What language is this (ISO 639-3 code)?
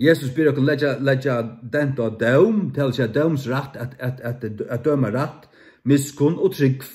fao